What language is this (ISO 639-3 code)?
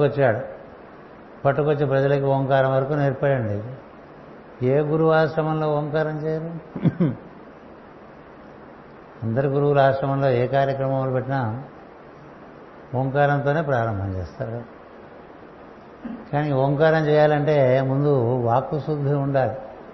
tel